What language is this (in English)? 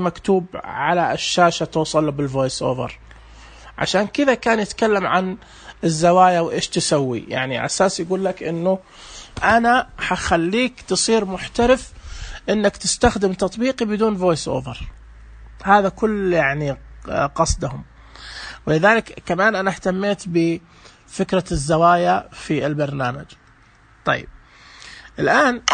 Najdi Arabic